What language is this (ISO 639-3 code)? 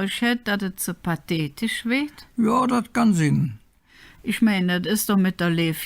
ksh